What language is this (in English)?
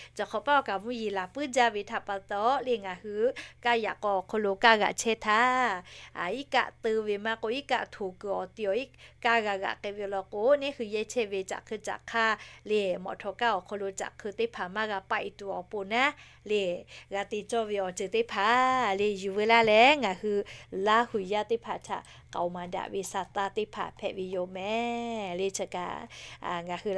Lahu